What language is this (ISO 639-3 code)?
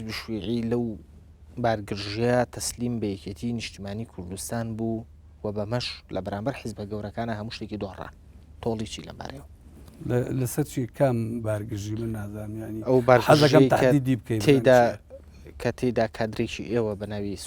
ckb